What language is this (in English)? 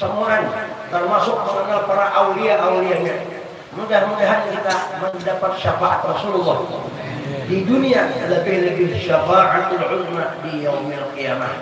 Banjar